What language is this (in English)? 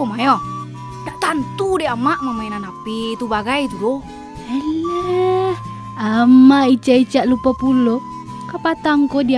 Minangkabau